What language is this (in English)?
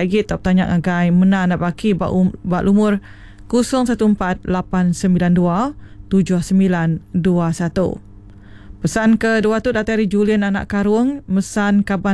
Iban